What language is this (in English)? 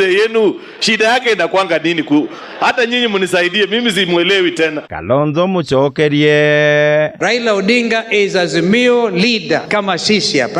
Meru